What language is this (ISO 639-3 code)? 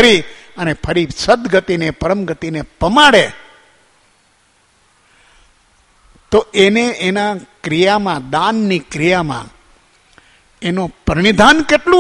guj